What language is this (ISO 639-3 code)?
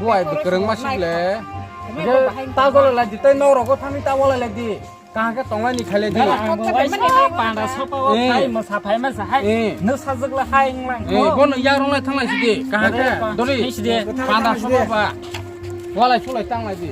trp